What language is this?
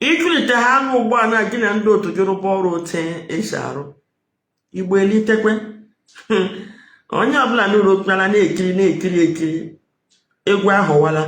Igbo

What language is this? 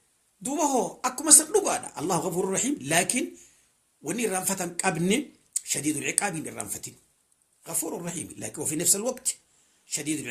Oromo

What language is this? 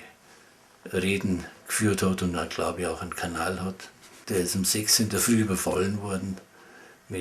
Bavarian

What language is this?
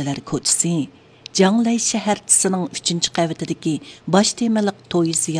Uyghur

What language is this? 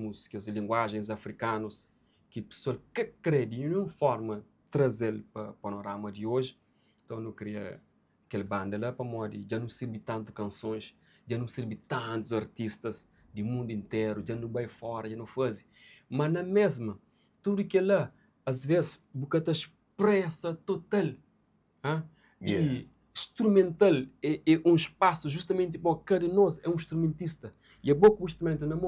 Kabuverdianu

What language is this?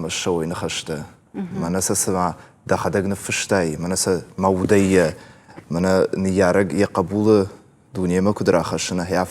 Ossetic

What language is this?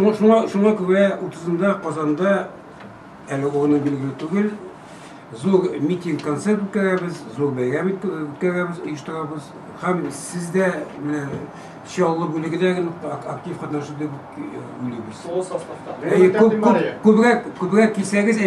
Tatar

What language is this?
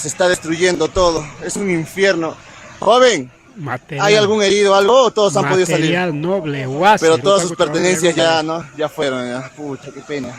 Ayacucho Quechua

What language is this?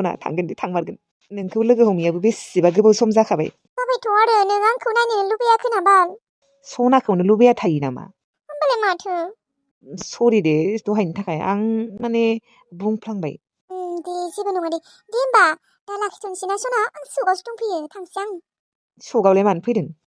Bodo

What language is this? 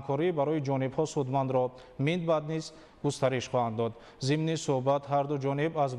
Tajik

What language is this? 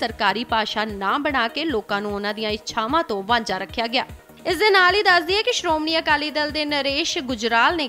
Punjabi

